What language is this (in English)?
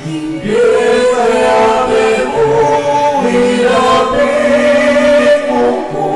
Pampanga